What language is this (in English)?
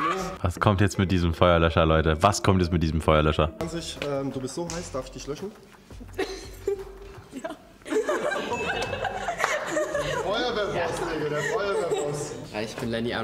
German